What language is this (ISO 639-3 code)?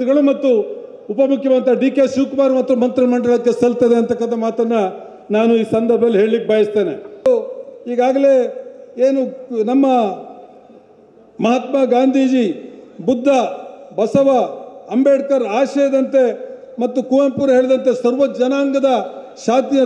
kan